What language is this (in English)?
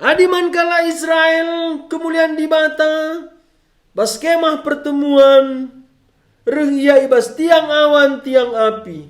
Batak Karo